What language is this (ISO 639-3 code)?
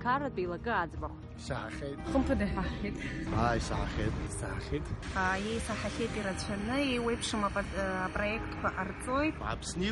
abk